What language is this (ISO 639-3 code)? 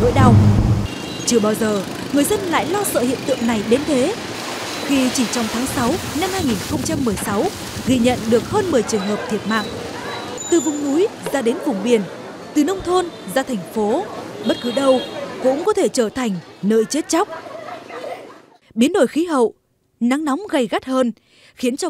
vie